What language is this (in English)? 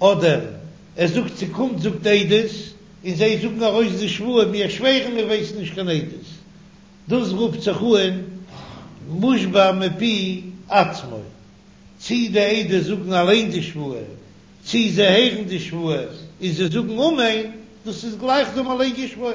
Yiddish